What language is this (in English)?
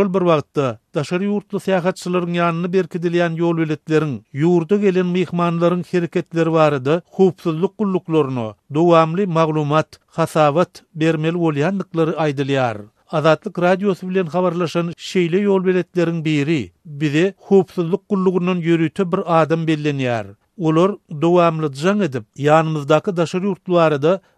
Turkmen